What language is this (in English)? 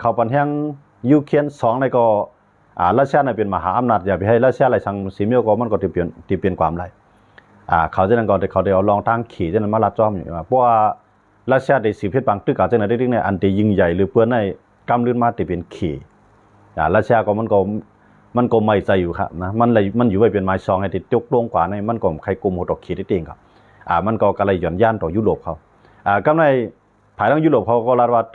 Shan